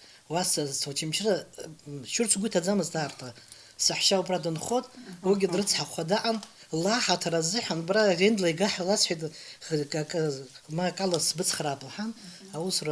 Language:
Abkhazian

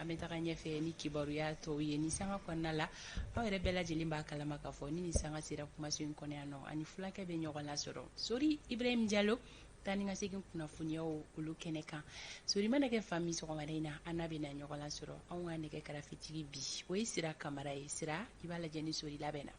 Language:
Bambara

